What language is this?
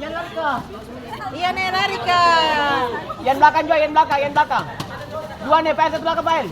Ambonese Malay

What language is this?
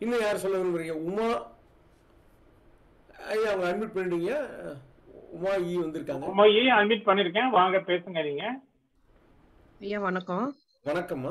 Tamil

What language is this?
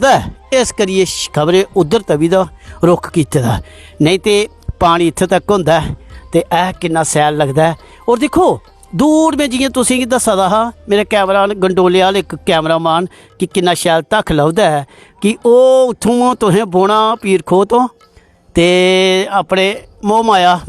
Dogri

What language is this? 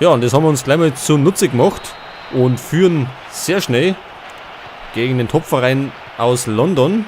Bavarian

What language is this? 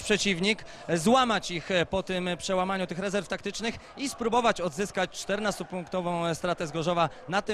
Polish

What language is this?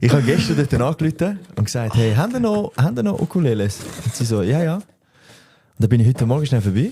Swiss German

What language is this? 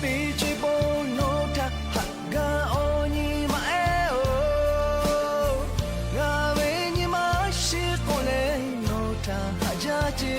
Lahu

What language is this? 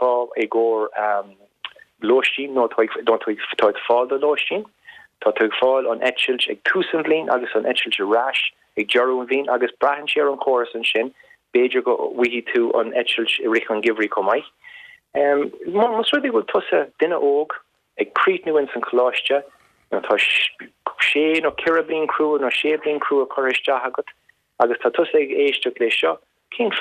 Irish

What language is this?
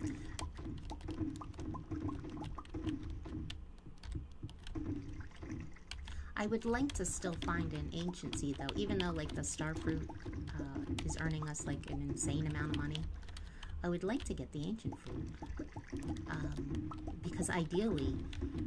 English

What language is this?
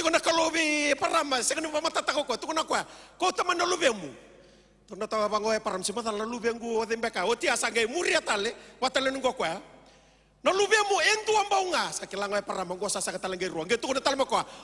Fijian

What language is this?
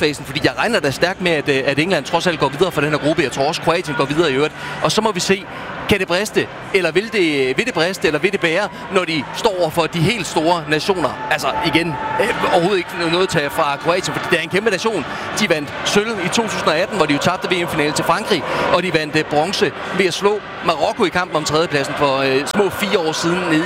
Danish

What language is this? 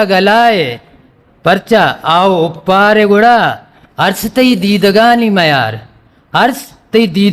Eastern Balochi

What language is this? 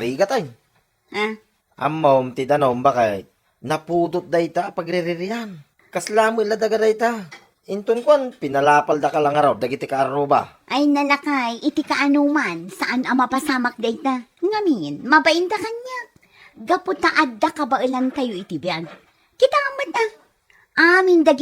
Iloko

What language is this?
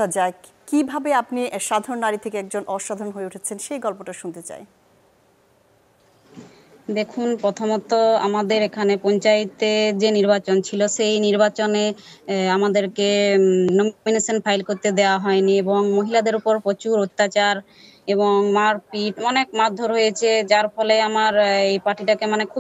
Bangla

